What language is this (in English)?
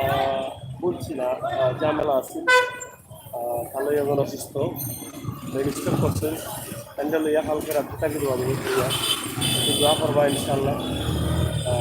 Sylheti